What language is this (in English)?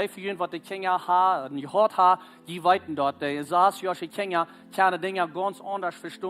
Plautdietsch